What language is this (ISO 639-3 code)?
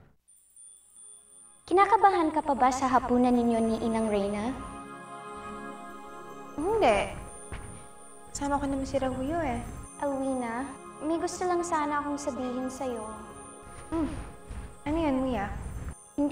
fil